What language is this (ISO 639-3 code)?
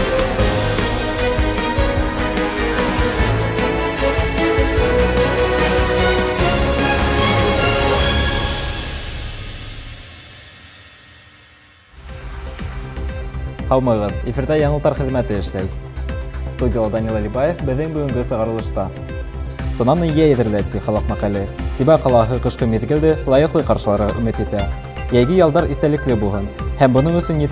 bak